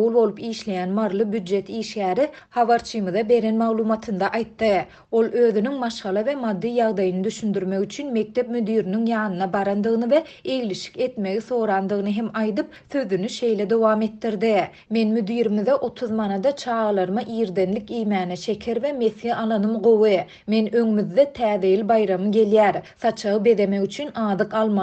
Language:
Turkmen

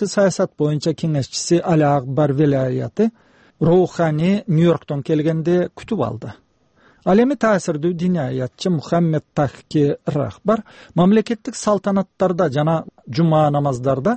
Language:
Kyrgyz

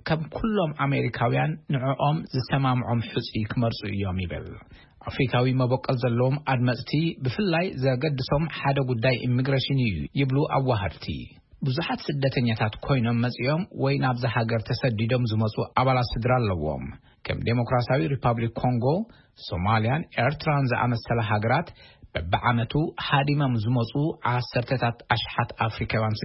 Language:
Tigrinya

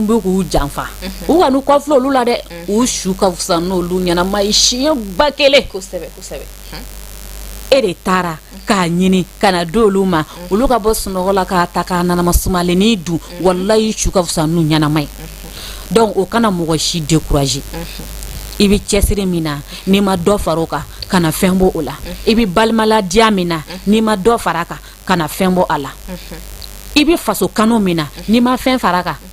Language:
Bambara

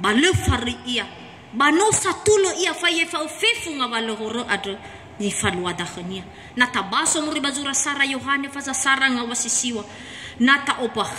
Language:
Nias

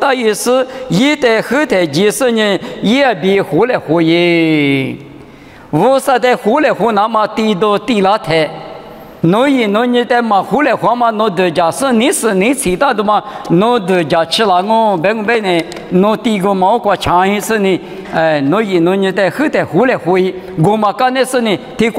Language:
Lisu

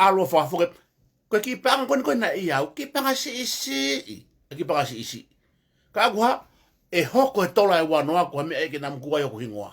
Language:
Tongan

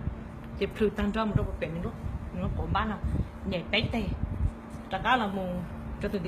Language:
Hmong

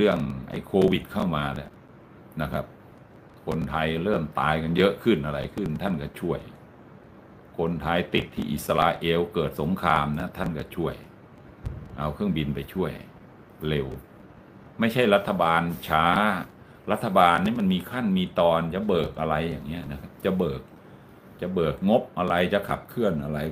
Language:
Thai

